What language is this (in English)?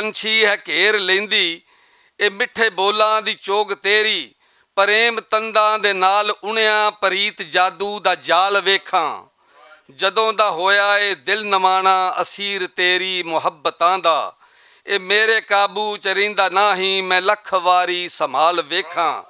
Western Panjabi